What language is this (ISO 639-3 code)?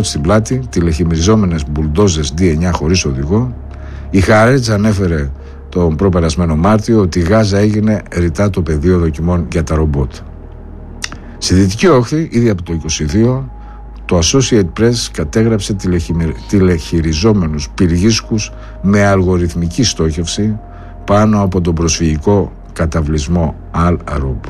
ell